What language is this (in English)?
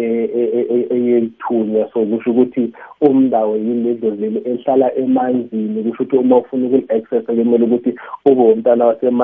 South Ndebele